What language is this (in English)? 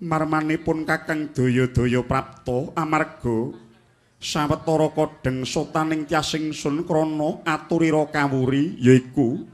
Javanese